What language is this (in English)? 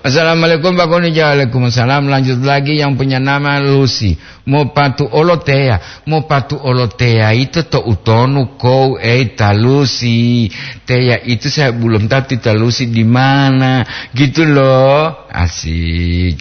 Gorontalo